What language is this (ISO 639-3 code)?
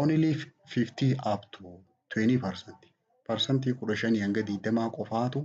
orm